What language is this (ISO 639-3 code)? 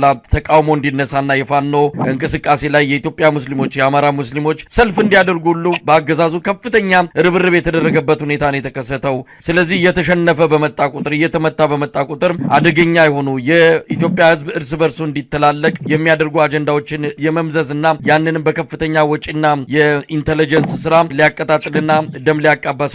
amh